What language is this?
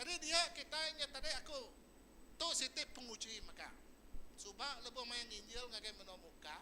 Iban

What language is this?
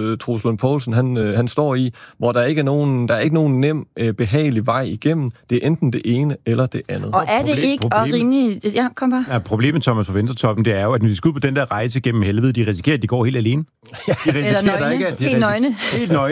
Danish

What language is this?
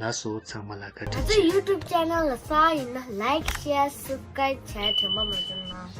Tibetan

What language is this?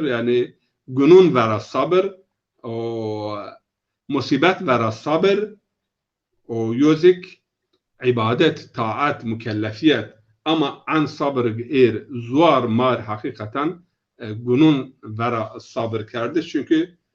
Zaza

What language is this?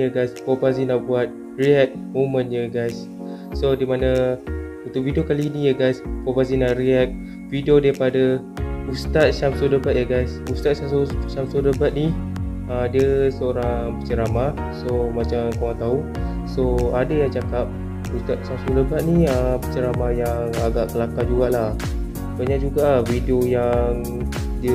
Malay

